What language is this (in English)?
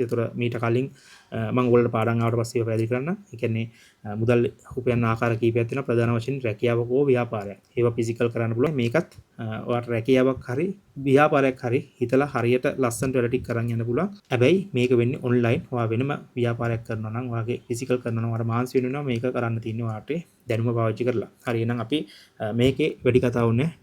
Sinhala